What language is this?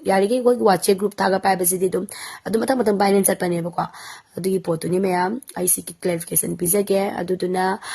Manipuri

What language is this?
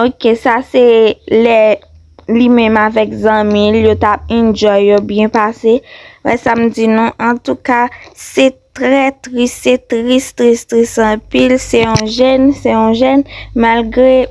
Haitian Creole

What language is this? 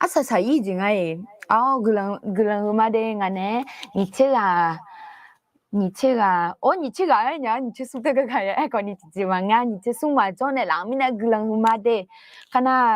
Akha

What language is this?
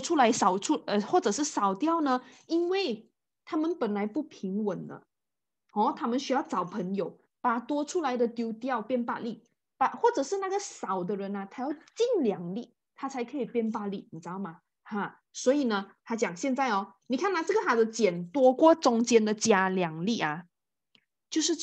Chinese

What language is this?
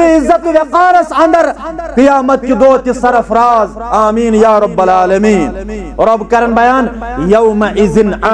Kashmiri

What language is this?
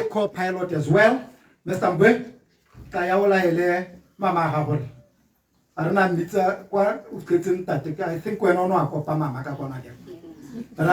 Tswana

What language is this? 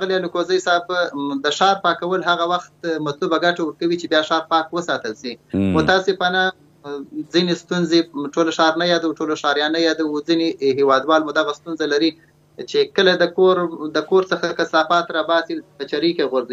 Pashto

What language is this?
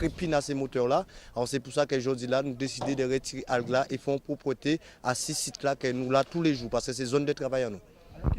Guadeloupean Creole French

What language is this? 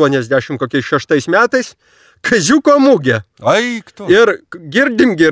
Lithuanian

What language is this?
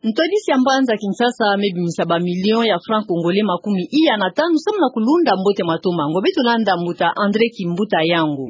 Kituba (Democratic Republic of Congo)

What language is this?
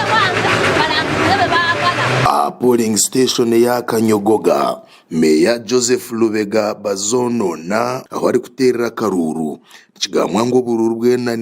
Nyankole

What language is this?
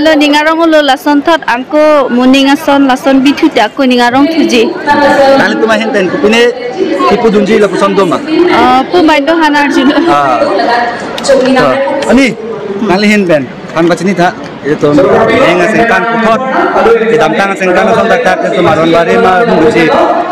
Karbi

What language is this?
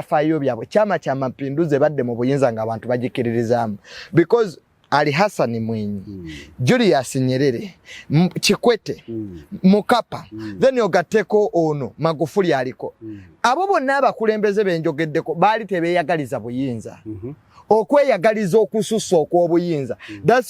Ganda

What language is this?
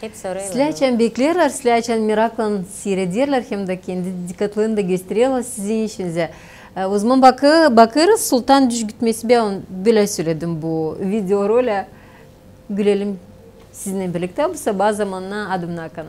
Gagauz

